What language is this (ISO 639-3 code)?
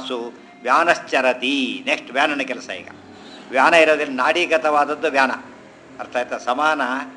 kan